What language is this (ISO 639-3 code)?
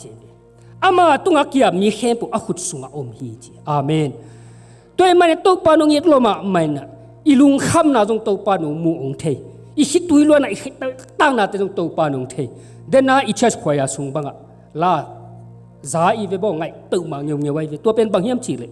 ctd